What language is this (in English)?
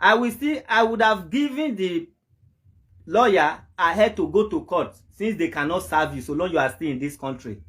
Nigerian Pidgin